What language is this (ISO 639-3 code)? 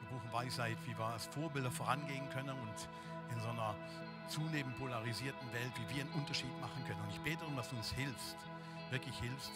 gsw